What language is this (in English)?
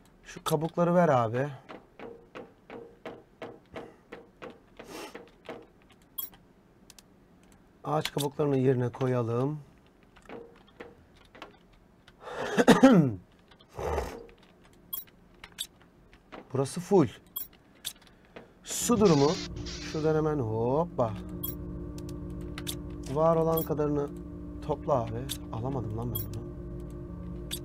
Turkish